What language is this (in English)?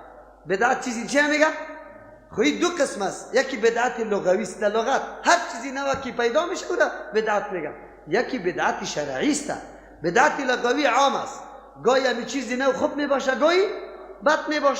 Persian